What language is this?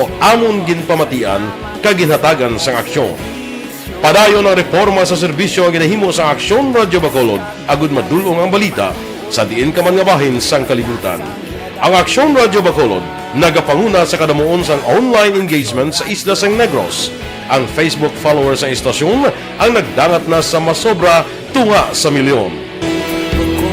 Hiligaynon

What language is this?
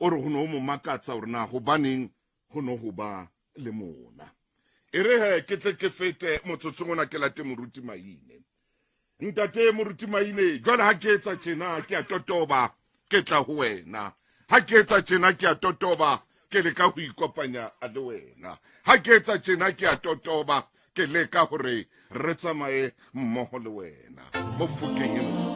Southern Sotho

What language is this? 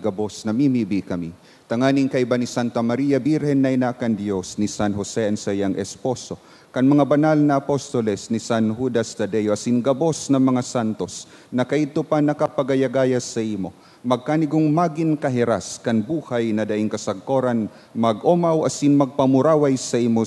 Bikol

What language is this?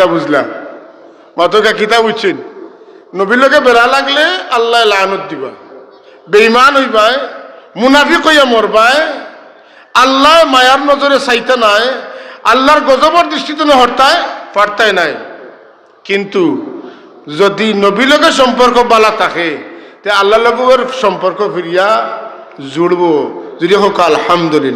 Sylheti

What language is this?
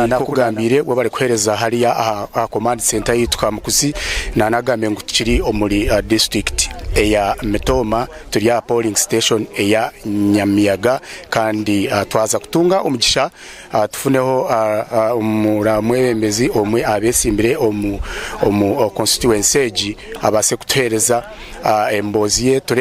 Nyankole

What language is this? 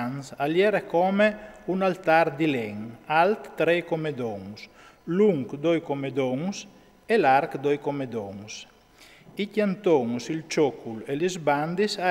Friulian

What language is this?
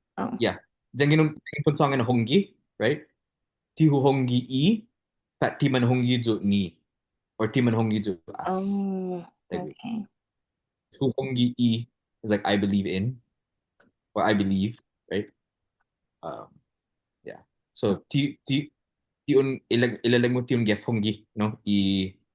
Chamorro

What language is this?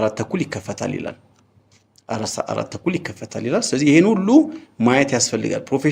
Amharic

